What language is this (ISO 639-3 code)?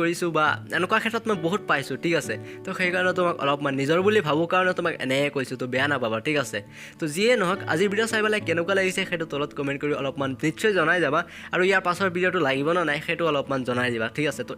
asm